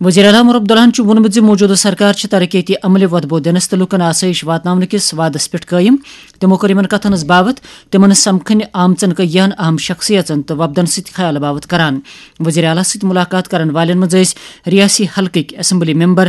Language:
Kashmiri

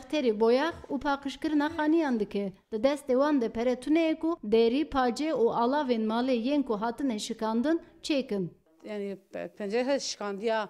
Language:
Kurdish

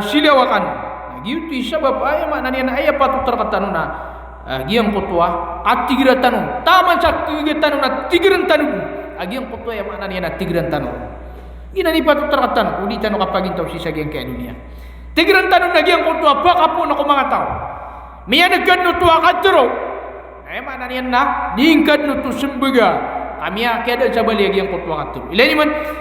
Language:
Maranao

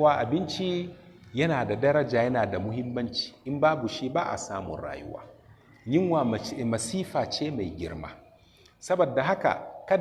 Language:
Hausa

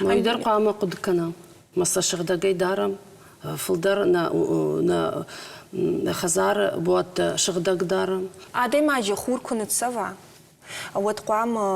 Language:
Ossetic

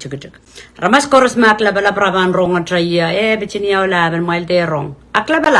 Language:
Pohnpeian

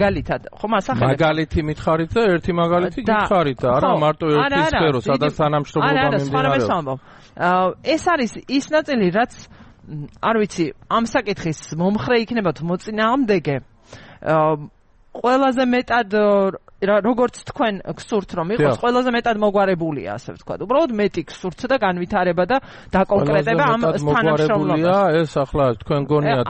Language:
Georgian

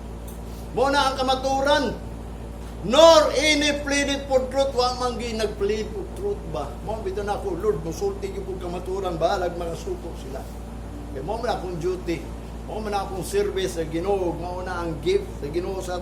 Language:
Cebuano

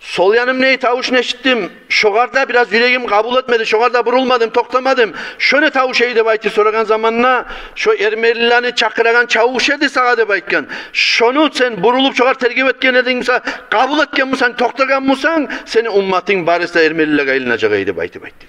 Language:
Kumyk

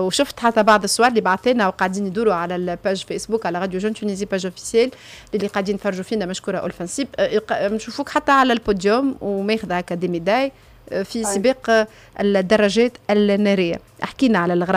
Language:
Tunisian Arabic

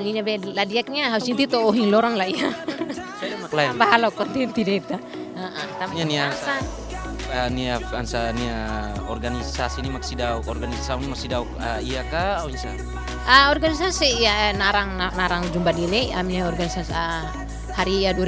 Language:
Tetum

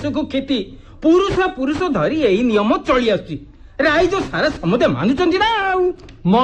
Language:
Odia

